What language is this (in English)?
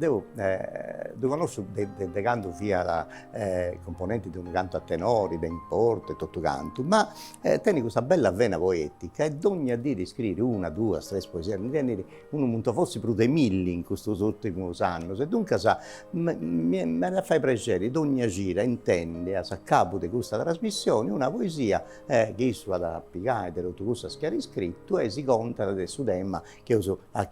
Sardinian